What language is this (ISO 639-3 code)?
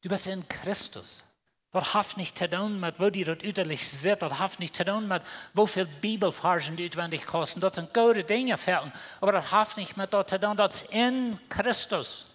pdt